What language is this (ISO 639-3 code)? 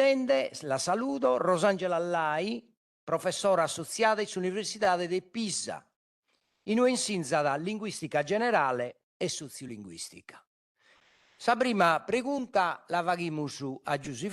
srd